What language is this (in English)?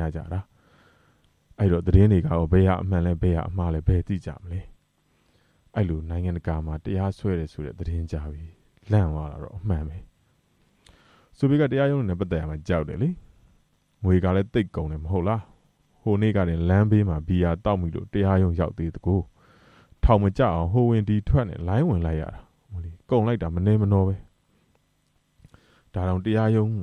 Burmese